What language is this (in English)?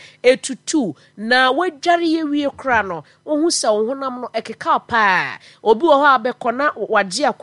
Akan